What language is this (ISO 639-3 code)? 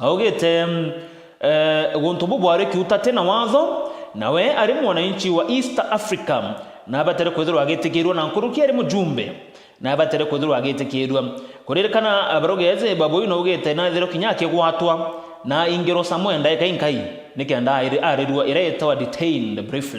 mer